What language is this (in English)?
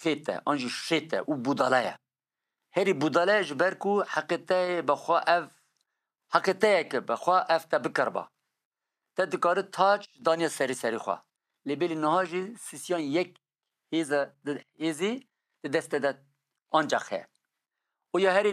Kurdish